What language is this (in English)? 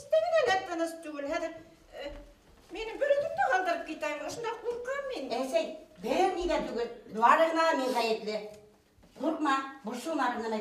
Bashkir